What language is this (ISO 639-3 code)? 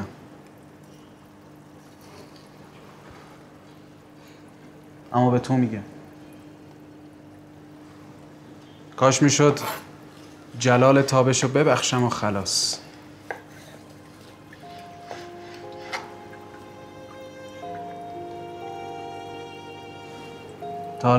fas